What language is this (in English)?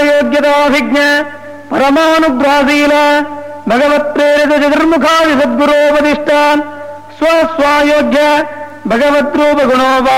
Sanskrit